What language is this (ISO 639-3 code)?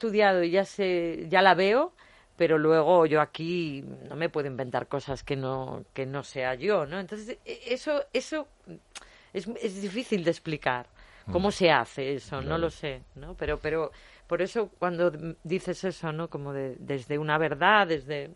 spa